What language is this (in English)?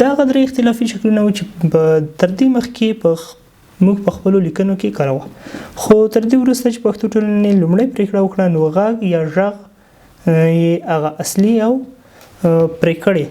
Pashto